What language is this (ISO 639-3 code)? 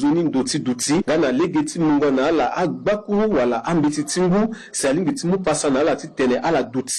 sag